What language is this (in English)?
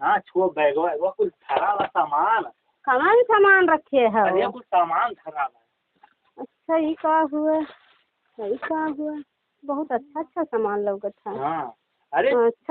Awadhi